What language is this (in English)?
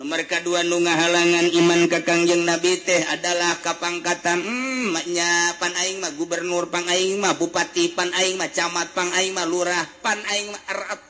Sundanese